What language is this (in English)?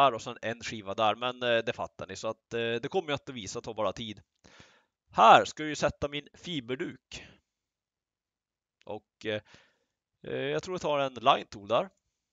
Swedish